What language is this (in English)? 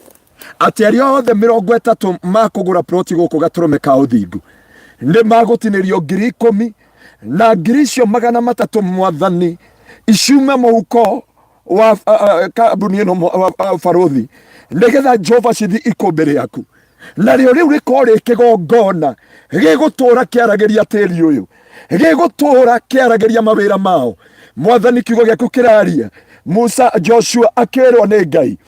Kikuyu